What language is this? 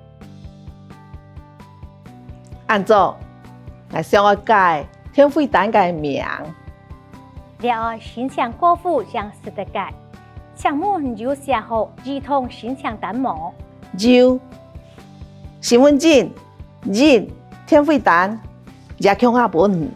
Hakka Chinese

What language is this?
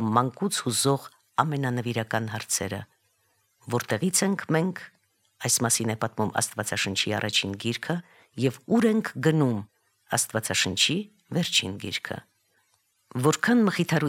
Armenian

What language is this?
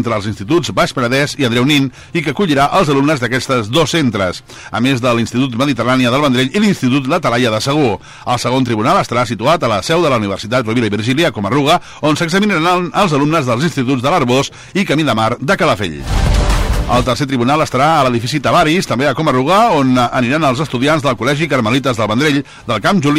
Catalan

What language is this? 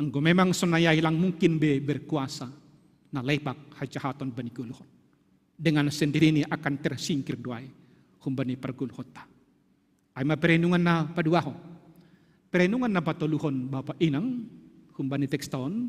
Batak Simalungun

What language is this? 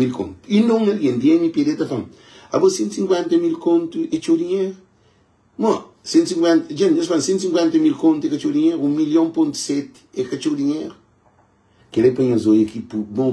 Kabuverdianu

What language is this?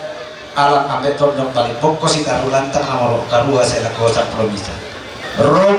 Toraja-Sa'dan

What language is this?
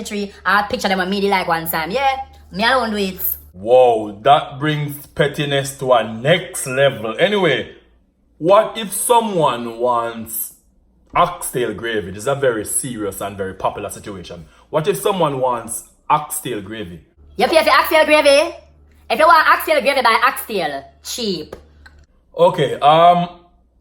Jamaican Creole English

